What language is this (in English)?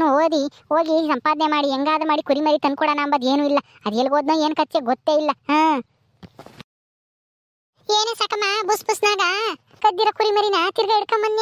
Kannada